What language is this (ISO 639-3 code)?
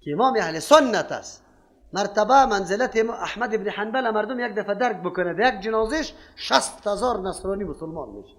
fas